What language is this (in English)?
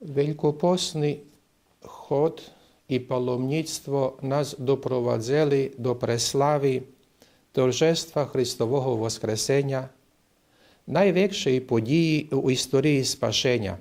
Rusyn